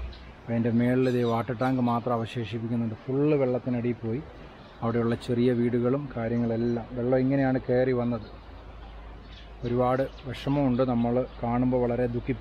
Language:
Malayalam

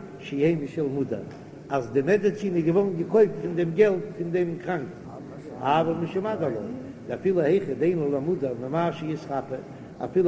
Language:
Yiddish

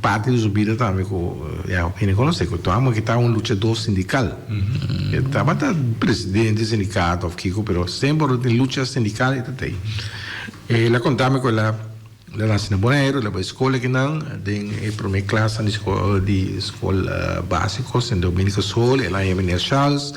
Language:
Papiamento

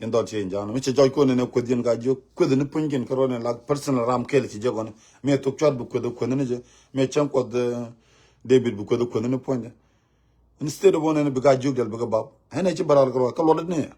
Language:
Nuer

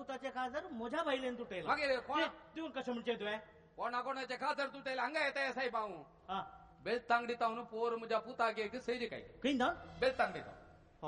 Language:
Konkani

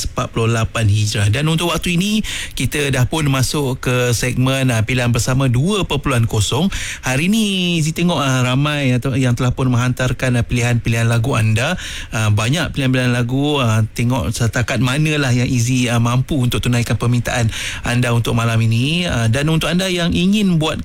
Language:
Malay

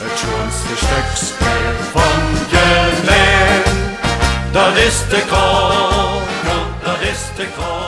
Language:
Limburgish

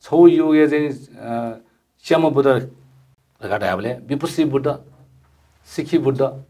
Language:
Newari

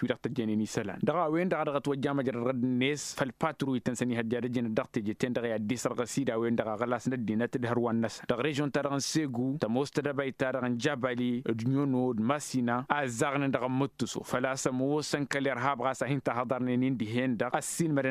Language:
Tamasheq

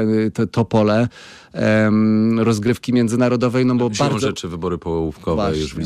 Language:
Polish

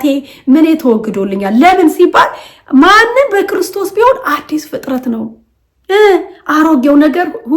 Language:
Amharic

